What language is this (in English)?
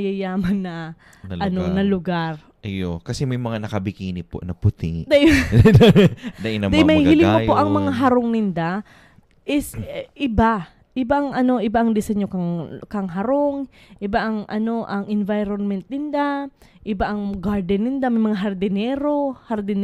Bikol